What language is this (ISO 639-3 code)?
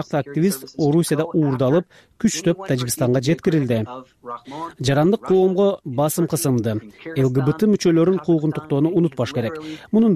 kir